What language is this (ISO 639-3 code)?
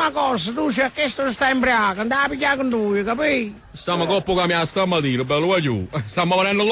nap